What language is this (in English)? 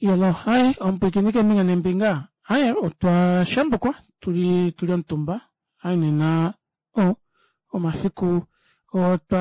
Kuanyama